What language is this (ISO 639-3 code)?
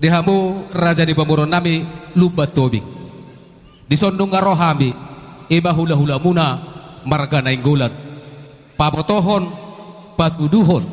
bbc